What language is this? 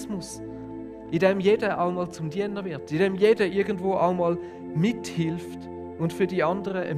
Swiss German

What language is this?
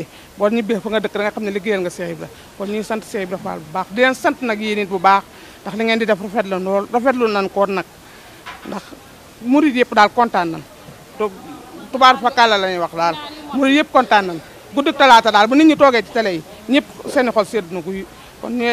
Wolof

